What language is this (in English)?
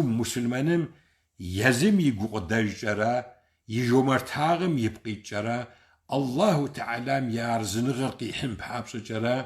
Kabardian